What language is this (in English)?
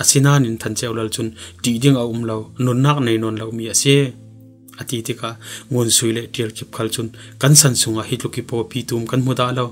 Falam Chin